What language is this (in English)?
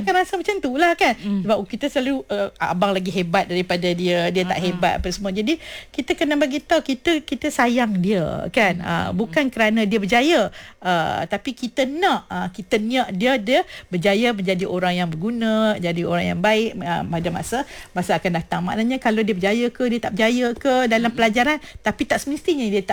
Malay